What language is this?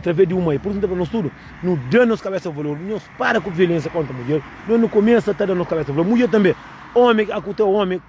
Kabuverdianu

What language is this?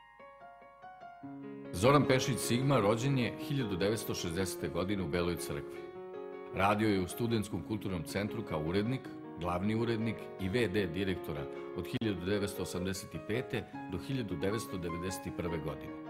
Serbian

